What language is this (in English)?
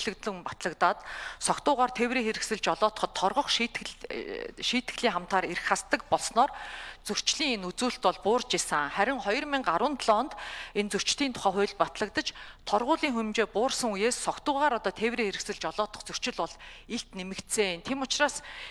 Mongolian